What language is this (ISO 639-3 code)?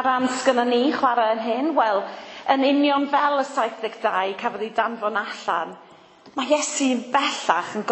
cym